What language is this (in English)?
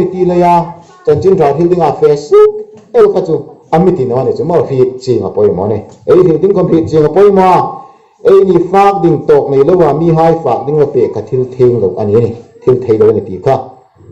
Hmar